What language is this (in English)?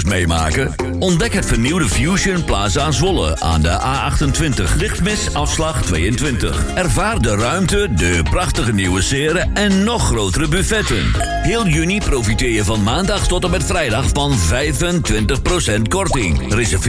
Dutch